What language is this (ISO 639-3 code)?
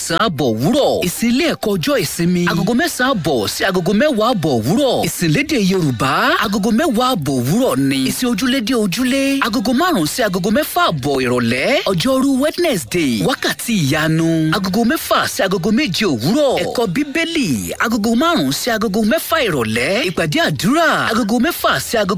yor